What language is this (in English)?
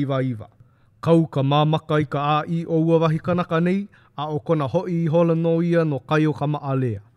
Hawaiian